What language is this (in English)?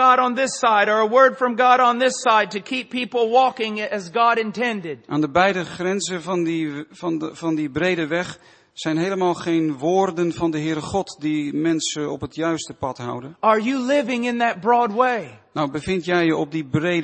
Dutch